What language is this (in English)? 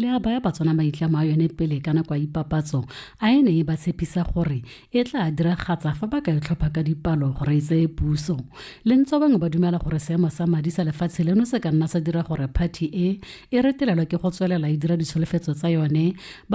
Tswana